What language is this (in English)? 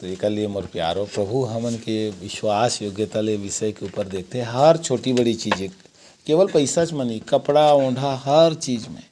Chhattisgarhi